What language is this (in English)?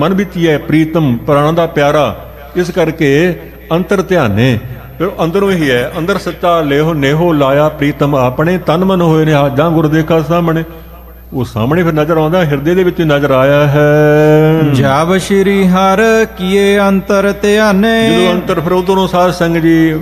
Punjabi